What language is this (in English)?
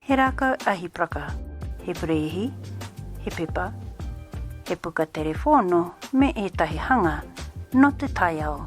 Māori